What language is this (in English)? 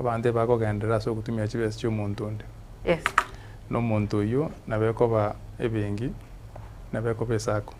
Gusii